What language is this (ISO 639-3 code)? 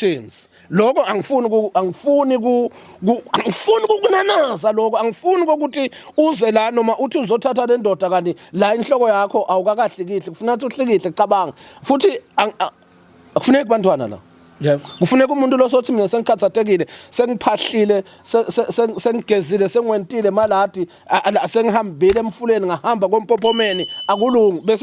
zul